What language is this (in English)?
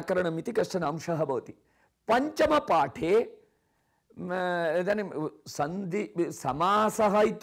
Sanskrit